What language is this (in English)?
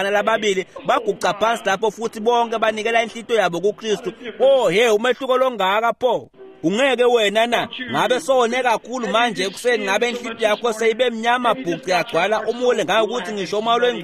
Swati